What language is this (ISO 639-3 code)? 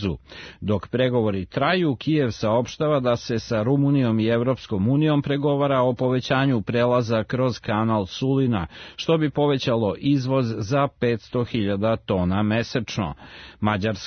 srp